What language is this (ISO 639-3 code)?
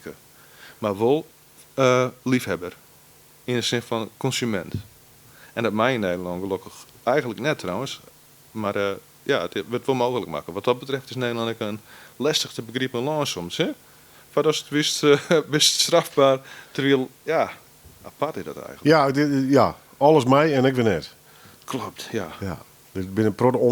fry